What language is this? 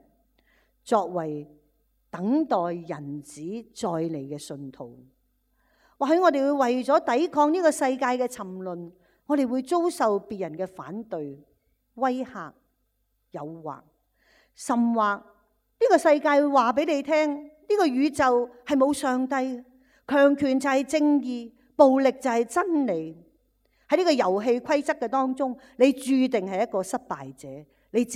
Cantonese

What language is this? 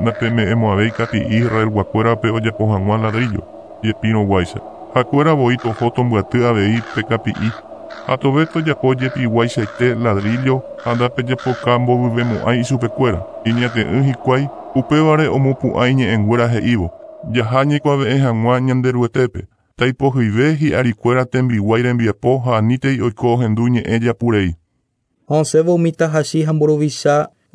Guarani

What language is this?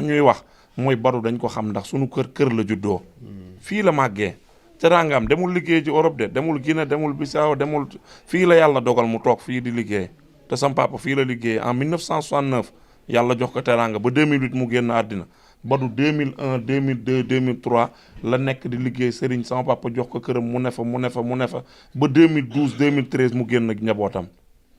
Wolof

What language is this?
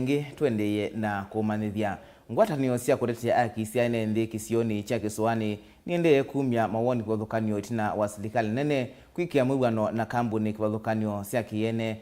Kamba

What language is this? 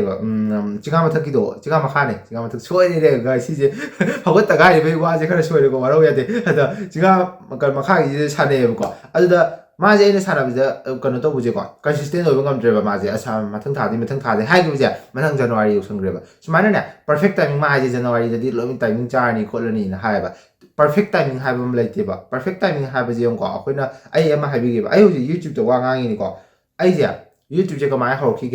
Manipuri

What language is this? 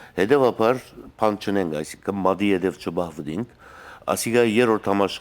Western Armenian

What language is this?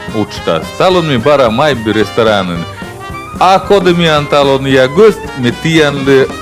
Komi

